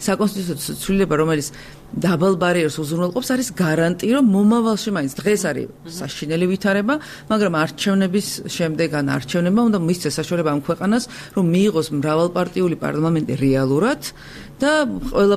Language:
Georgian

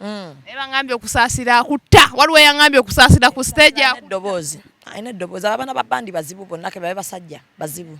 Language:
Ganda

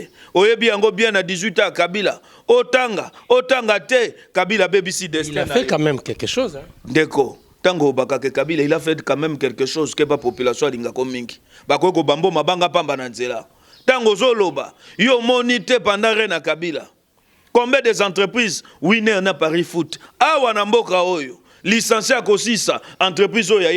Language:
Lingala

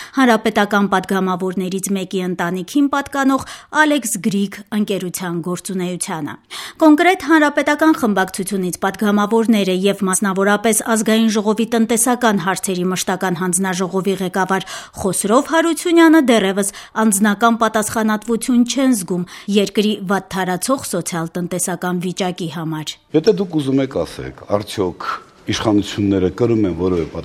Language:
Armenian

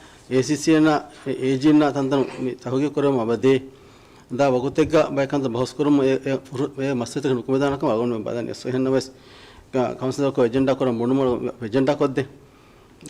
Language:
Divehi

